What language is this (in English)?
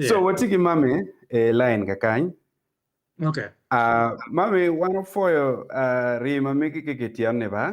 Acoli